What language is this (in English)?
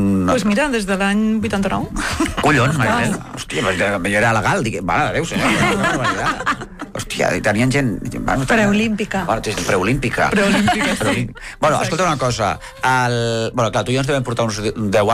Catalan